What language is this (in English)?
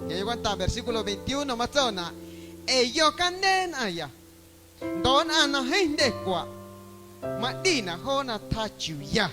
Guerrero Amuzgo